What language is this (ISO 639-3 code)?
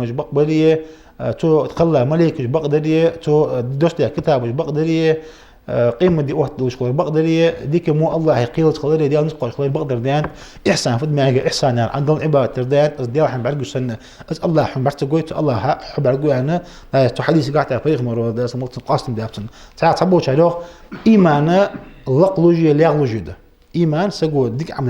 inh